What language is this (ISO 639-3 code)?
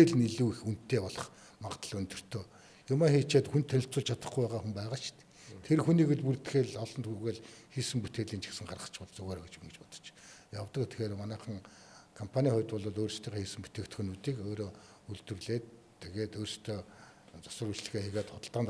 mon